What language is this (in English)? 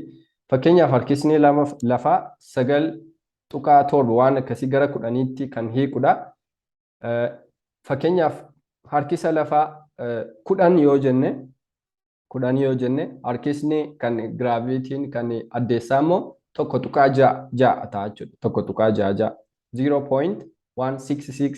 Oromo